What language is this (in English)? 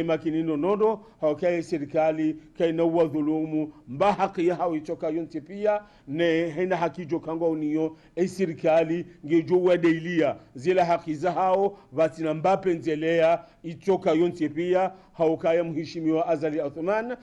Ngazidja Comorian